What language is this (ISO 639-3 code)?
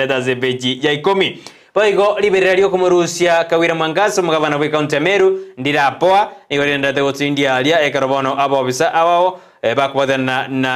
guz